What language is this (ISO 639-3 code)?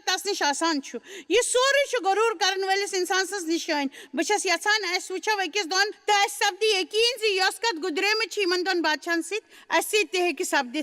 kas